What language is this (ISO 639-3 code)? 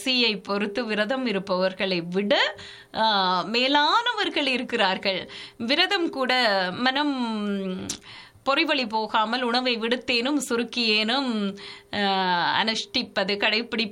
tam